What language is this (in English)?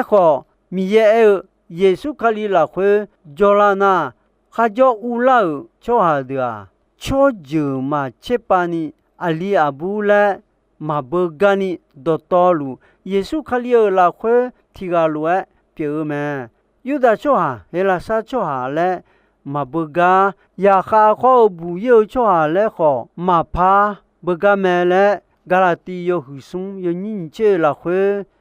Akha